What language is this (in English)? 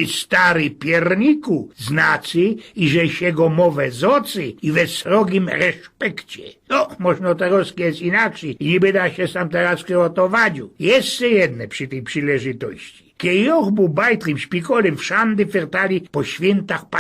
Silesian